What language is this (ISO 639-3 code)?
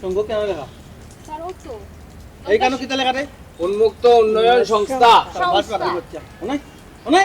syl